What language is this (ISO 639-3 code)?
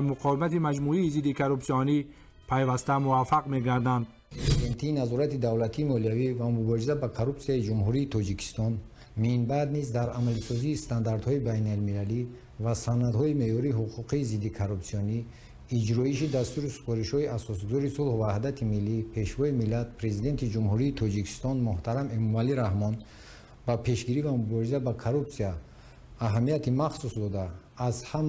tgk